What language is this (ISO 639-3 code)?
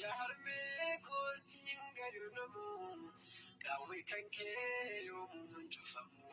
orm